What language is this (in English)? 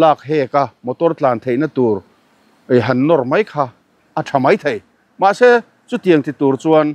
Mizo